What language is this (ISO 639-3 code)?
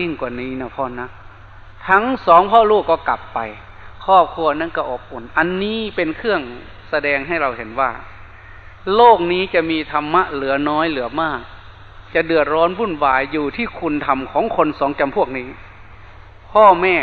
tha